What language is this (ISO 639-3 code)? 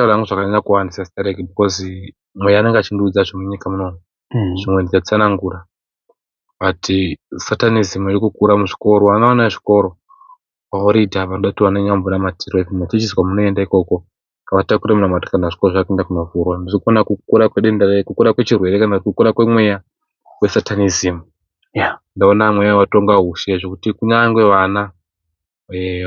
sna